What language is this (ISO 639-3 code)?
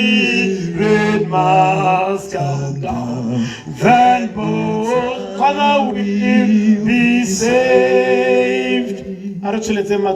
tsn